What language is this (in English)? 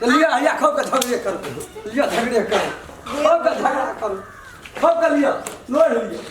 Maithili